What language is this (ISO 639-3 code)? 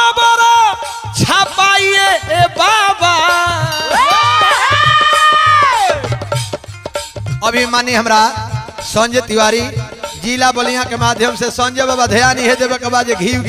bho